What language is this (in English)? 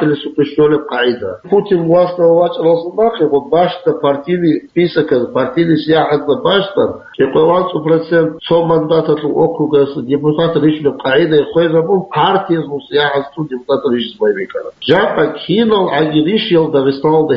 Avaric